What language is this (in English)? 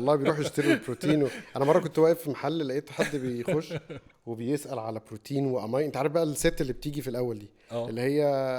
Egyptian Arabic